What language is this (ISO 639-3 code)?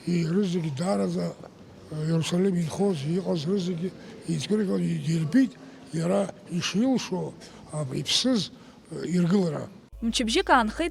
abk